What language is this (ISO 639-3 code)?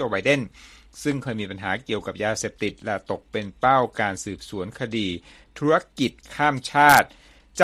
tha